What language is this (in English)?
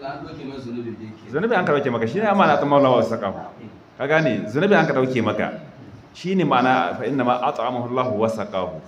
Hausa